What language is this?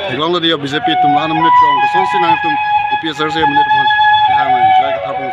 Karbi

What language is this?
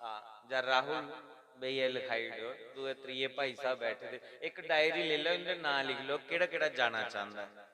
Dogri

